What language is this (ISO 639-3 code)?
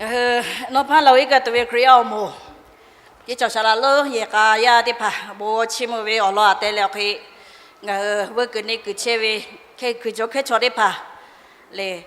lhu